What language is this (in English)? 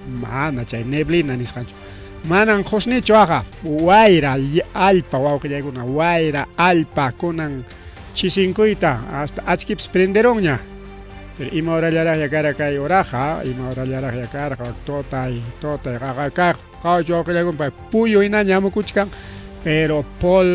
Ayacucho Quechua